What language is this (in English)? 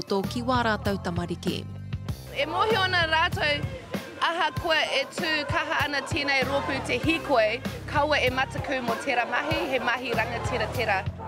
Māori